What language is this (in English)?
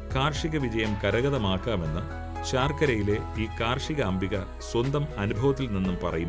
Malayalam